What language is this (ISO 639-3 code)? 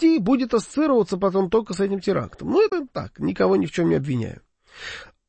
rus